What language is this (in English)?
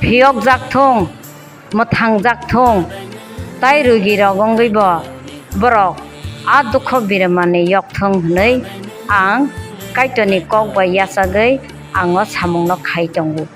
Kok Borok